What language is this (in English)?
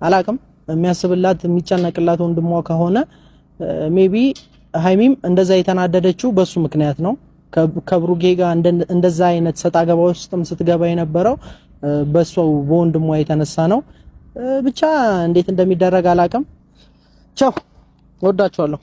Amharic